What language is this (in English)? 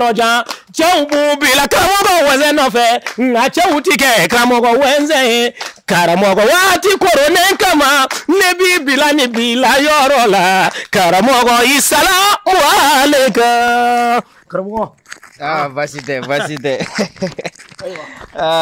Bambara